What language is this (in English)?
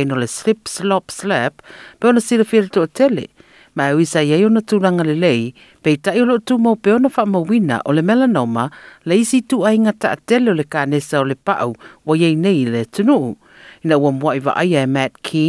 Samoan